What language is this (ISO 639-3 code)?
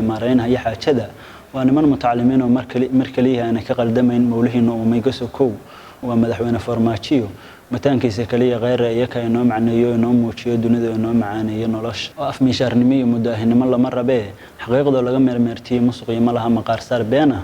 som